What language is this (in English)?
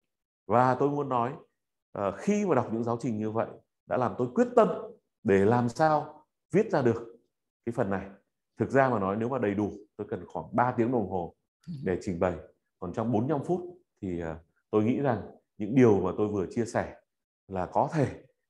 Vietnamese